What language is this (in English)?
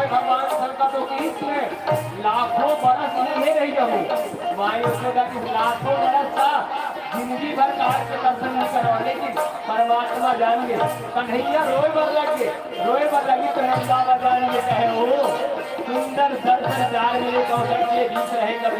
Chhattisgarhi